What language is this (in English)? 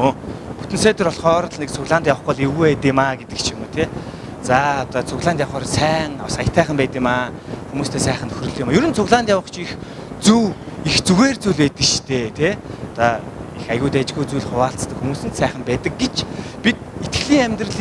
Mongolian